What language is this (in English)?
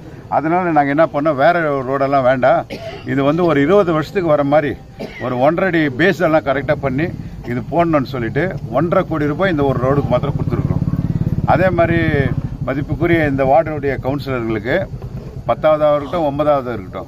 Tamil